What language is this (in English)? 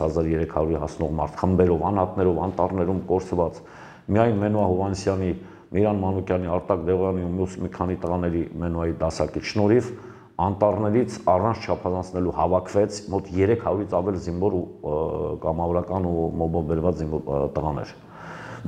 Armenian